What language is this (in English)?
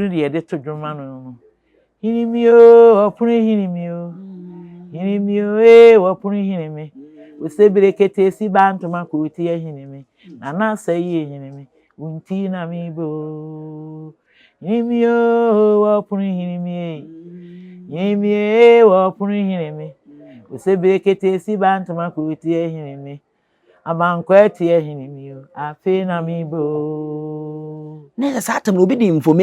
Akan